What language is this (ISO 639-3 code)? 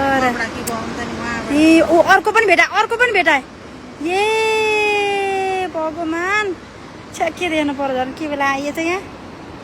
nep